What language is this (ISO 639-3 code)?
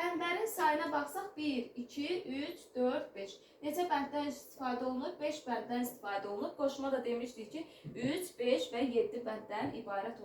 aze